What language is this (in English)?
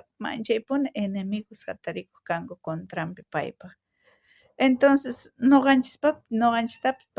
South Bolivian Quechua